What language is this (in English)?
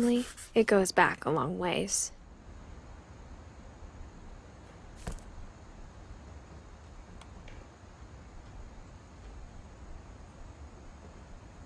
English